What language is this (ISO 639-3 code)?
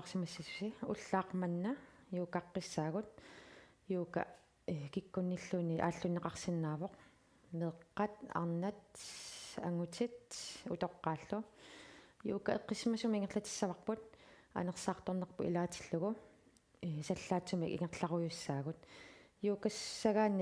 kal